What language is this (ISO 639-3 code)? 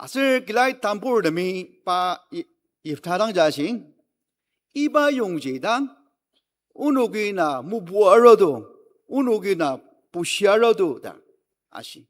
njo